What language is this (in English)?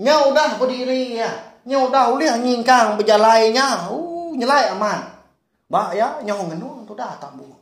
Iban